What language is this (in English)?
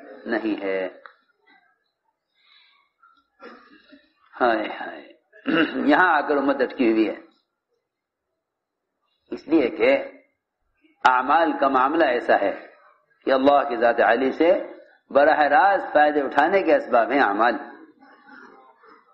Urdu